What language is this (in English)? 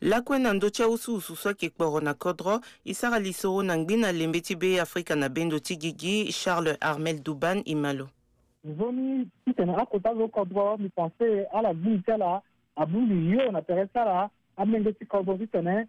Sango